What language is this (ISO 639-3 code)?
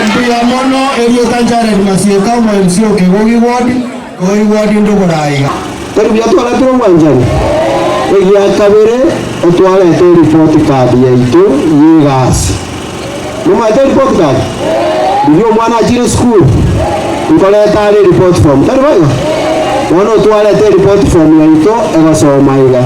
guz